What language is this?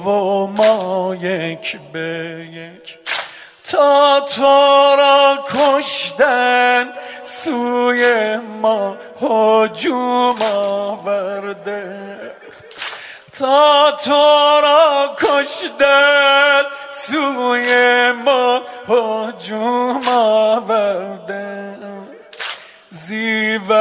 Persian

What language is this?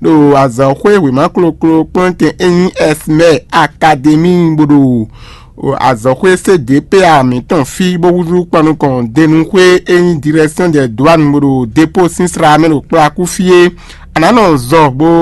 Fon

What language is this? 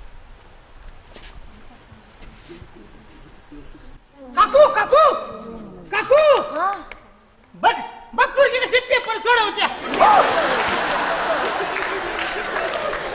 Marathi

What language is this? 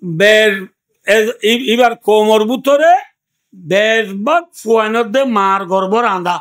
Rohingya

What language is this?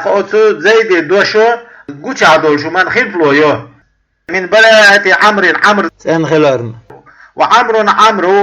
Chechen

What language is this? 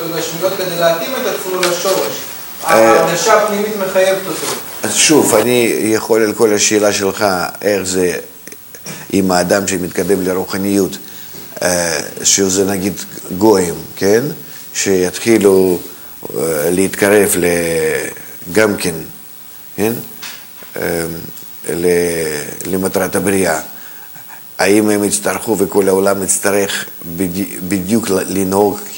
Hebrew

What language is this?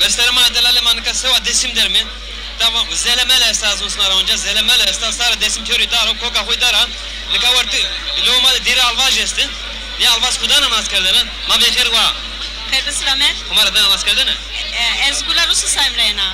Zaza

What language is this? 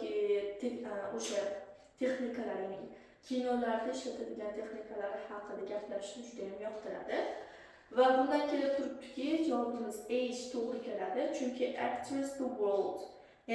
Uzbek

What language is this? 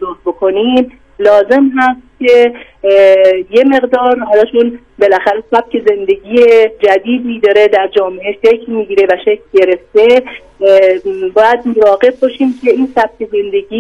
Persian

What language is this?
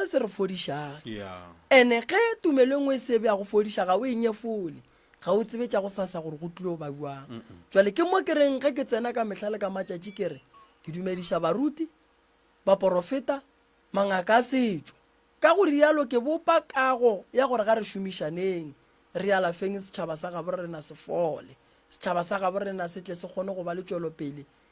Northern Sotho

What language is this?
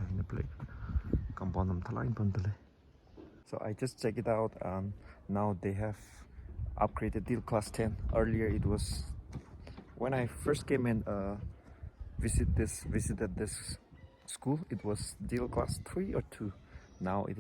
Tangkhul Naga (India)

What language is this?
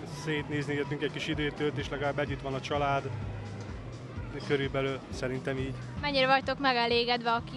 Hungarian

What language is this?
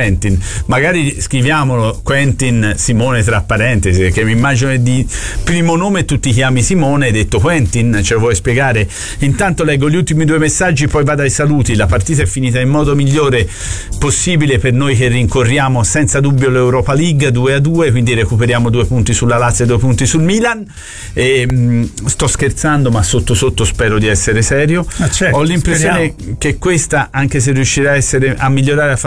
Italian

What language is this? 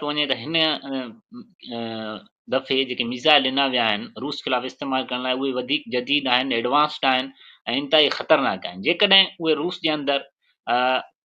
Sindhi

